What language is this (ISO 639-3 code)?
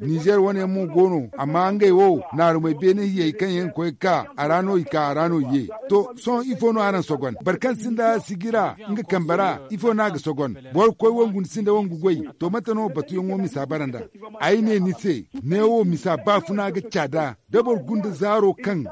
dje